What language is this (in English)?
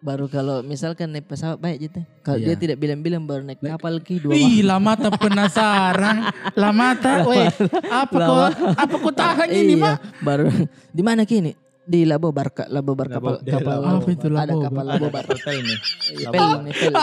Makassar Malay